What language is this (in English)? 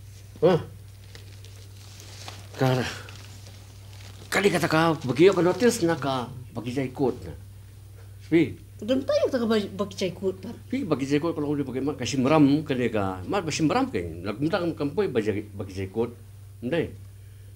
Khasi